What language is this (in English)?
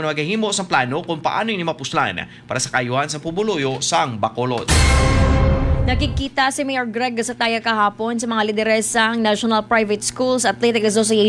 Hiligaynon